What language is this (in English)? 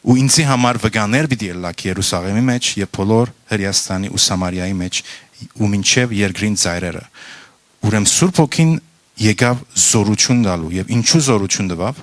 Western Armenian